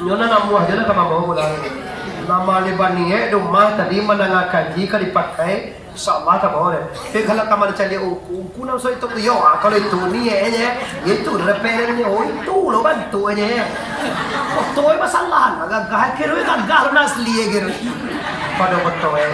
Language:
Minangkabau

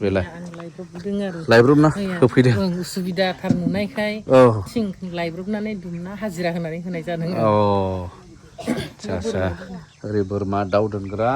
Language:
Bodo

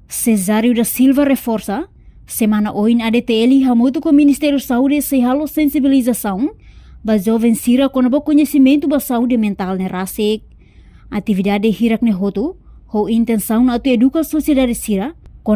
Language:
Tetum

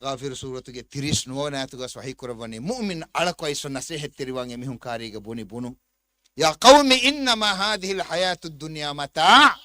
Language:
Divehi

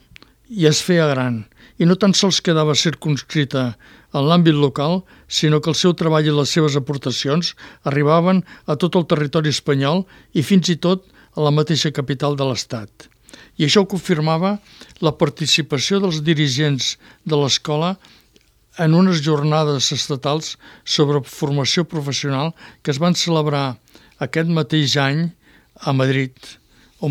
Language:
Catalan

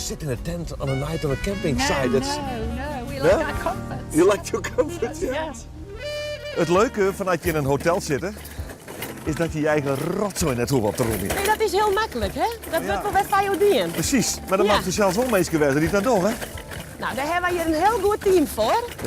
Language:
Western Frisian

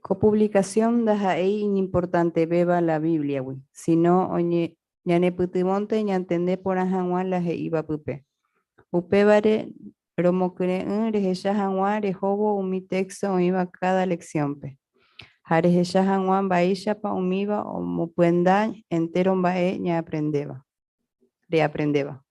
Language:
Guarani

